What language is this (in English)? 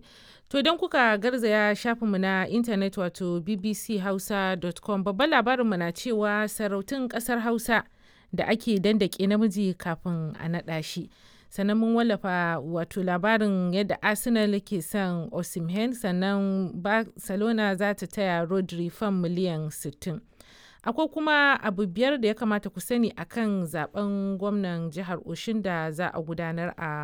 Hausa